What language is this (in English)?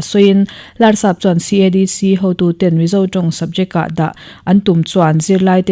Mizo